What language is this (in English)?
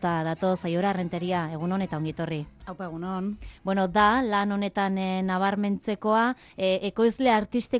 Basque